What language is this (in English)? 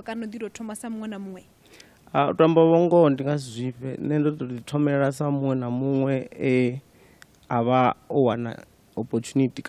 Venda